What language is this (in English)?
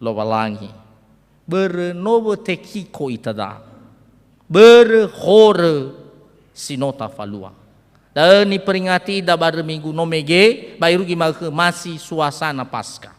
Nias